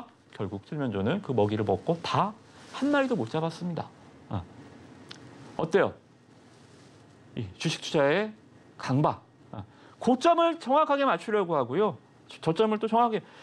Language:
Korean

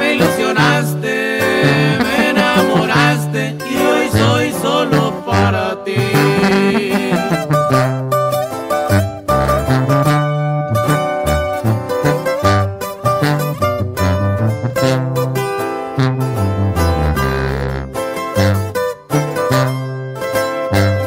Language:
Spanish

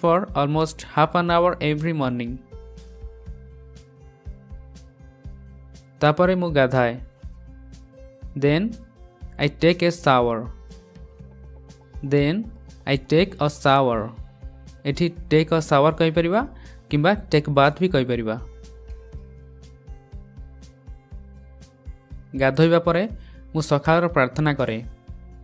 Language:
Odia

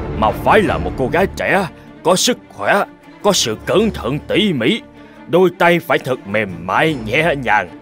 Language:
Vietnamese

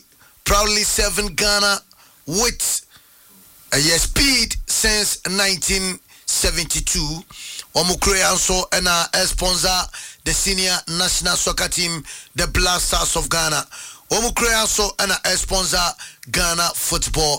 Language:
Akan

